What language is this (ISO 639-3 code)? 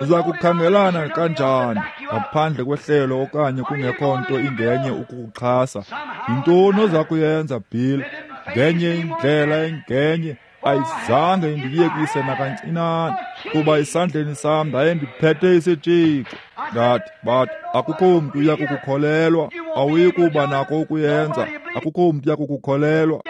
xho